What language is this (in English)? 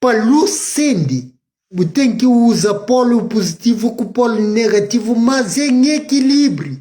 Kabuverdianu